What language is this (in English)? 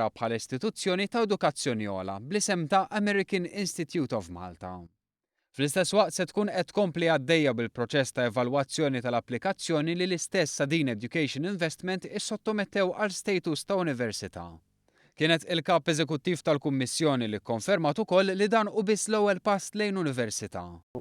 Maltese